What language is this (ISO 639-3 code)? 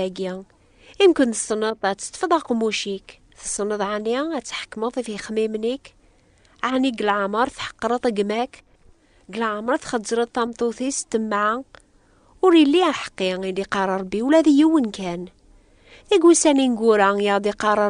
kab